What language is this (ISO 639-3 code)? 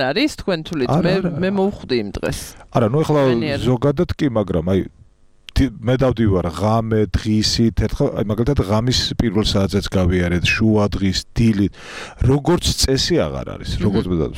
kat